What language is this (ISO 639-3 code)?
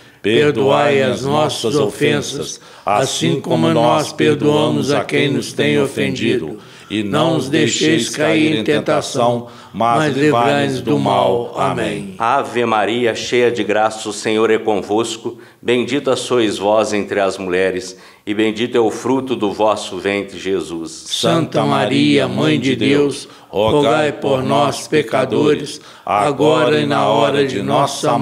por